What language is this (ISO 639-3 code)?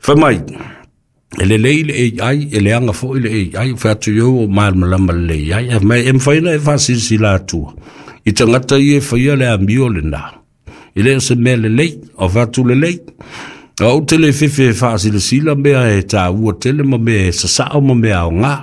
smo